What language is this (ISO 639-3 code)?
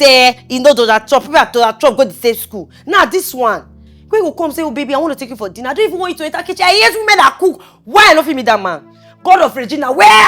pcm